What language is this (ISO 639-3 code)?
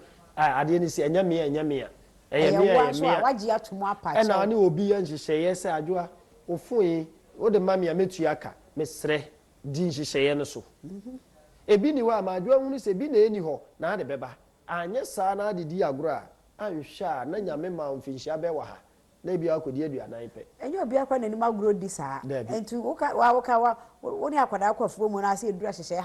aka